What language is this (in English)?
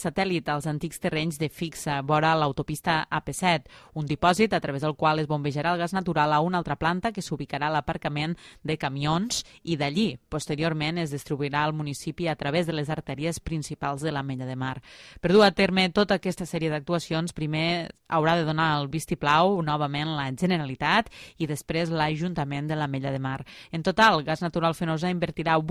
Catalan